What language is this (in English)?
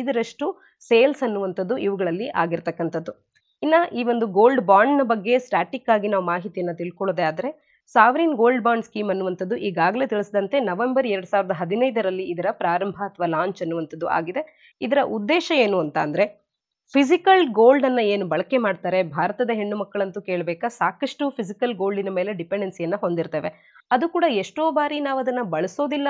Kannada